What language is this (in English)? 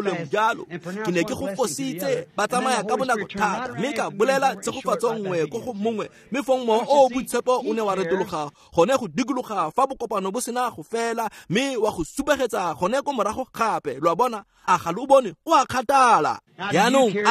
Tswana